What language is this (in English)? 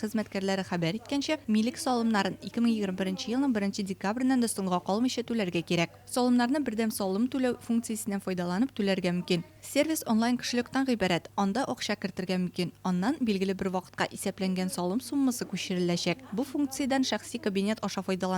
Tatar